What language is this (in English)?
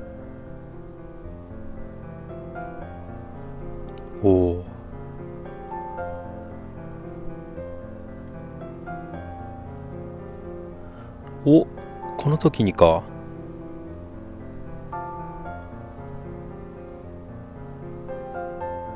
Japanese